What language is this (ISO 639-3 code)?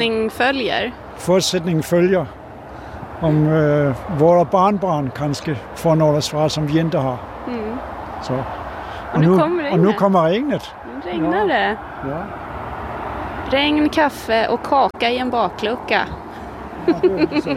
swe